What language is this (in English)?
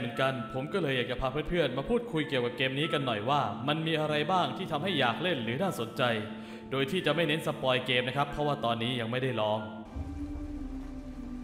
Thai